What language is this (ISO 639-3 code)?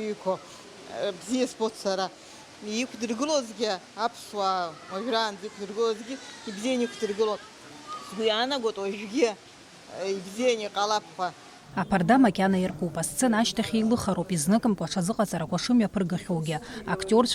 abk